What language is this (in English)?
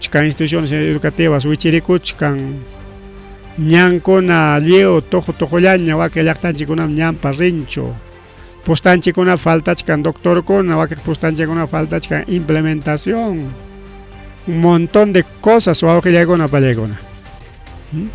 Ayacucho Quechua